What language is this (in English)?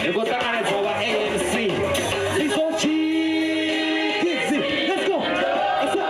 Venda